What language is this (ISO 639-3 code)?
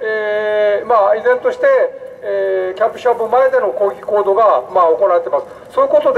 jpn